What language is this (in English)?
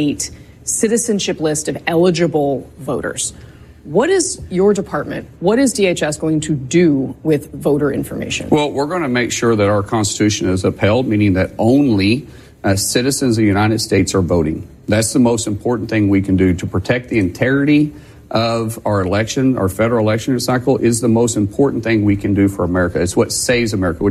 English